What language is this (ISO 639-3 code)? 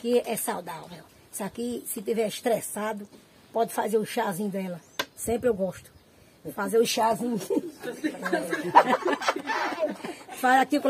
por